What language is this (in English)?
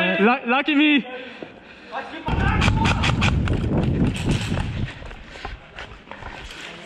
Danish